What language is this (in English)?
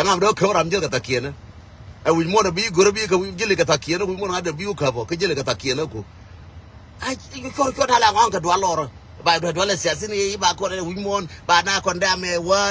Nuer